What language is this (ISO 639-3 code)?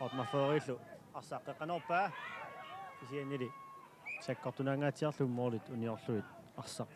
kal